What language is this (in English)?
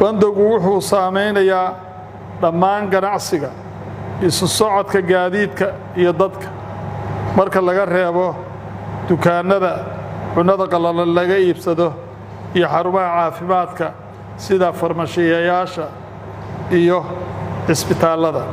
Somali